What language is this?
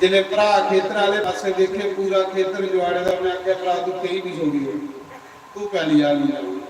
Dogri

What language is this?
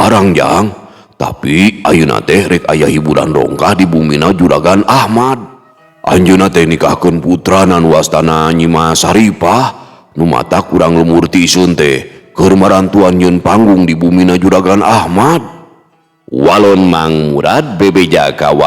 Sundanese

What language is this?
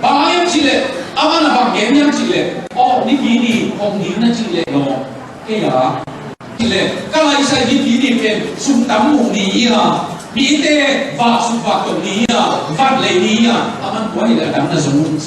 Tedim Chin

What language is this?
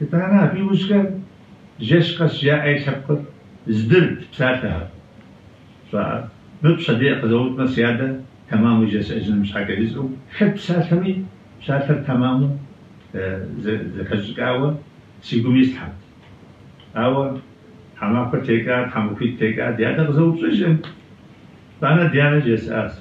Kabardian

